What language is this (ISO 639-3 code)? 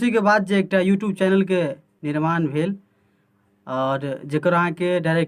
mai